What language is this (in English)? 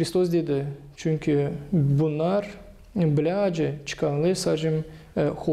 Gagauz